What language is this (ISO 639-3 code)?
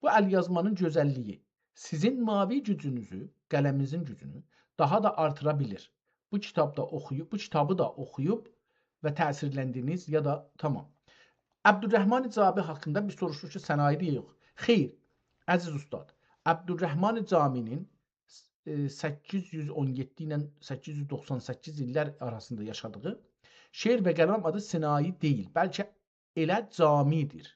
azb